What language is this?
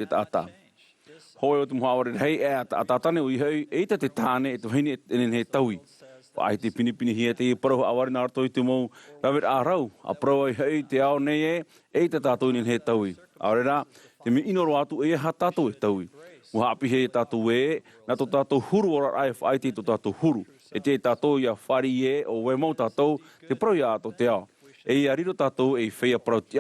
Tahitian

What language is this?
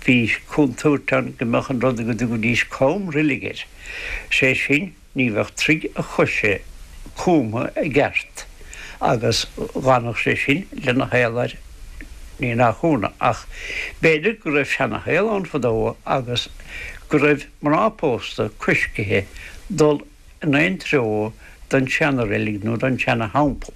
Irish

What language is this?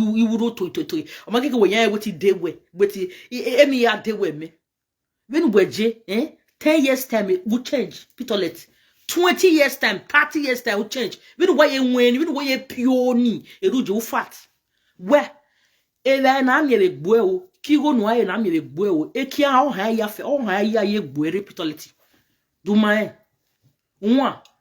Nigerian Pidgin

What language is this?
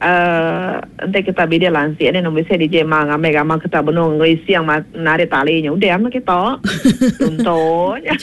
Iban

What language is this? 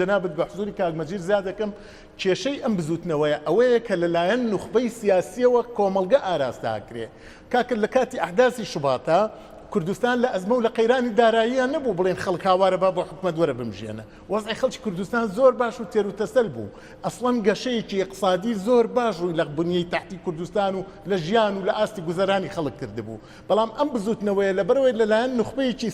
Central Kurdish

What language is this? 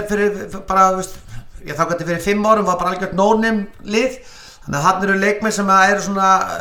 Icelandic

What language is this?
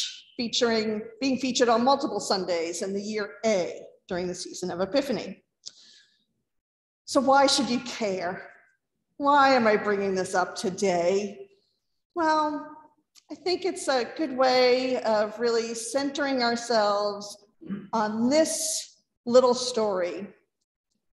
English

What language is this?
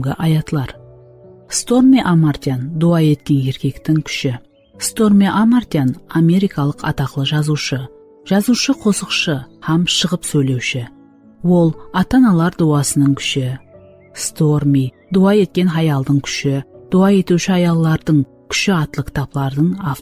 Kara-Kalpak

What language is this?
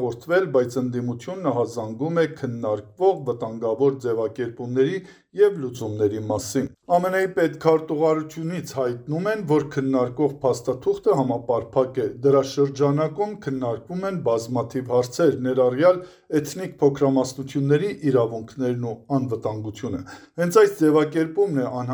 Armenian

